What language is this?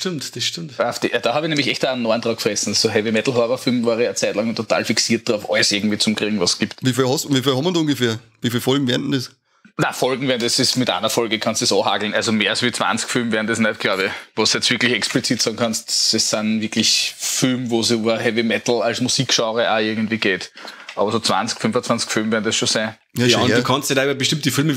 Bavarian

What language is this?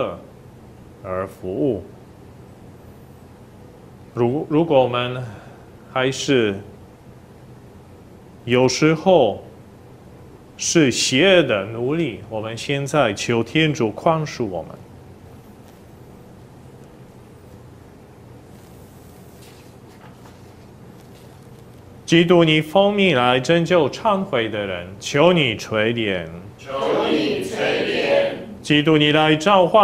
Chinese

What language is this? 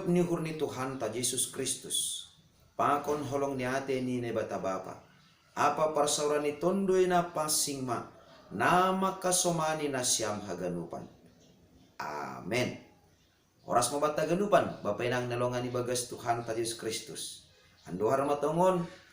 Batak Simalungun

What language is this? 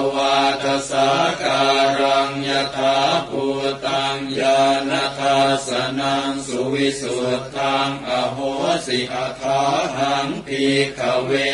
Pali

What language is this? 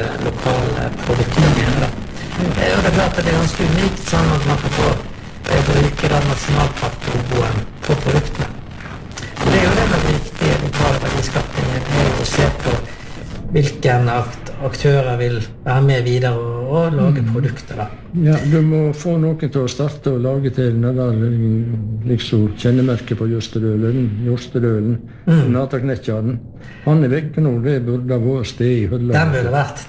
Norwegian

